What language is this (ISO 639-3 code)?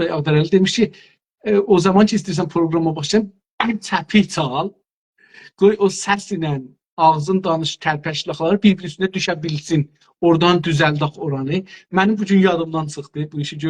azb